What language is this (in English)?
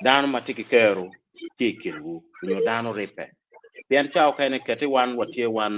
Acoli